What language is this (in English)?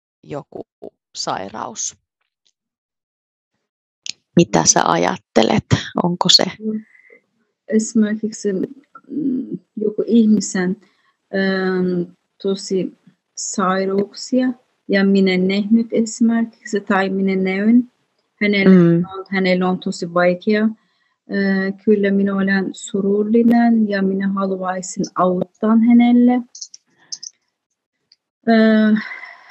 Finnish